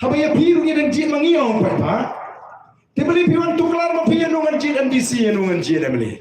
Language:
Khasi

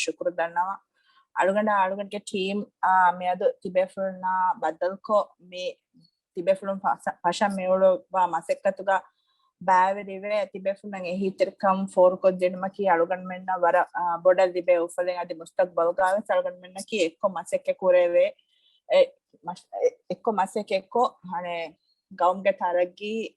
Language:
Divehi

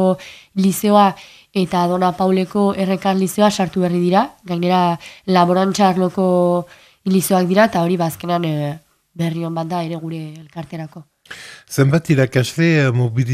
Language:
Basque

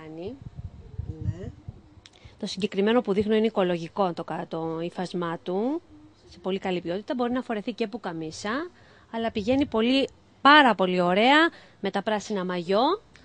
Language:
Greek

